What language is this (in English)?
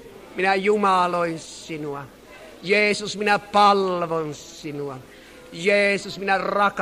Finnish